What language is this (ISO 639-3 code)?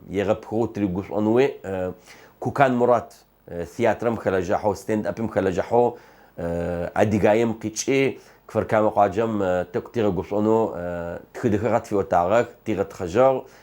ady